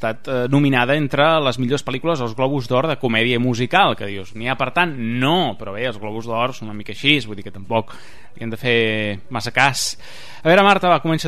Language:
Catalan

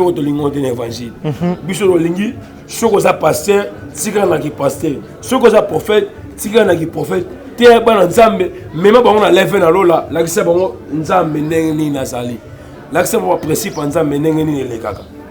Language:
Lingala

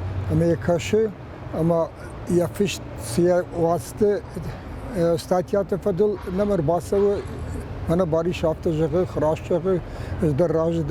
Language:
Ossetic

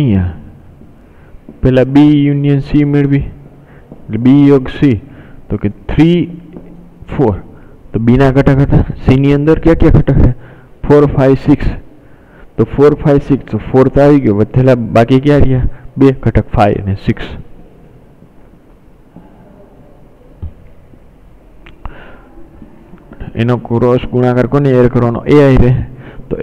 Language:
Gujarati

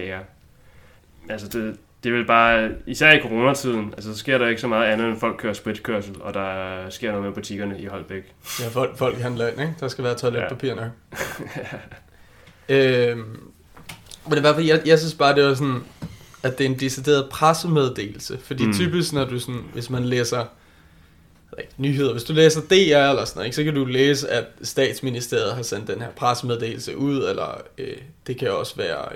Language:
Danish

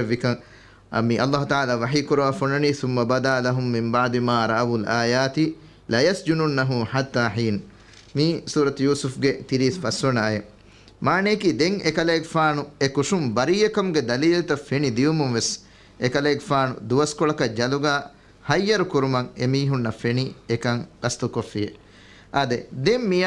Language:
Divehi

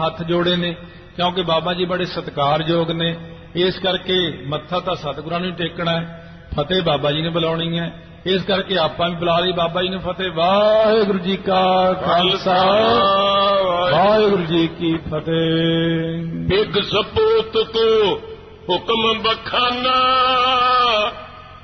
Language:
Punjabi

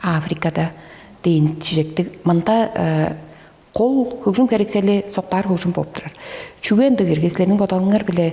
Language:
Tuvinian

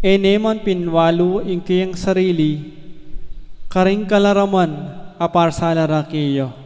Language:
Pampanga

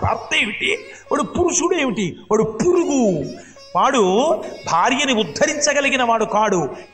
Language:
Telugu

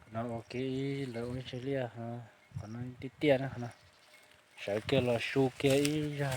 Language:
Hmong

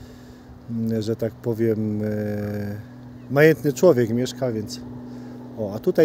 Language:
Polish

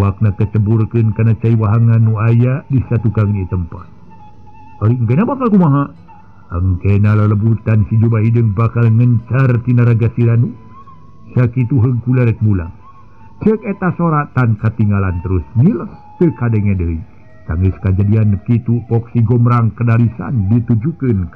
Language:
Sundanese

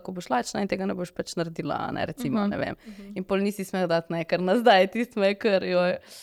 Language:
Slovenian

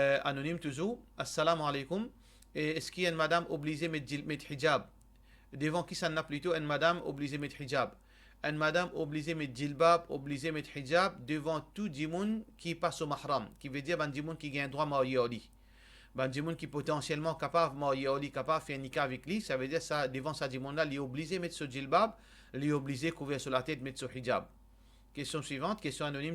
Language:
Morisyen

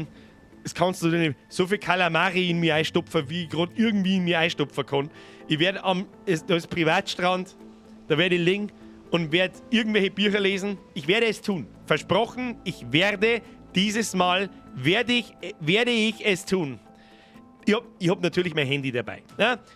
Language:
Bavarian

